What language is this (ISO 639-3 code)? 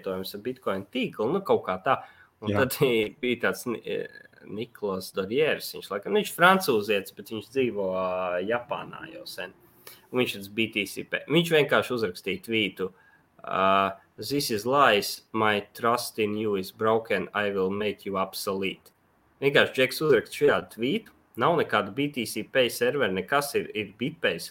lav